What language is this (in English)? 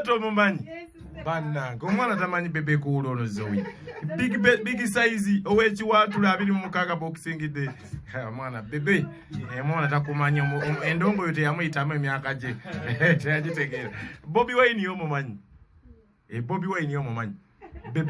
Ganda